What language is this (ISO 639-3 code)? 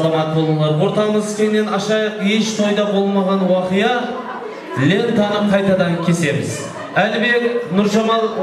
kaa